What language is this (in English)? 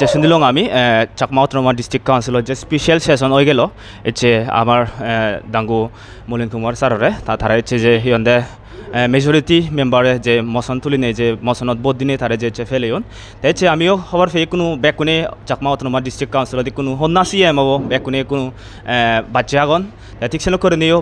Chakma